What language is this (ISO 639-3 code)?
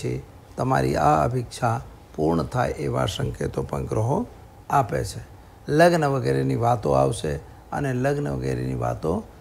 guj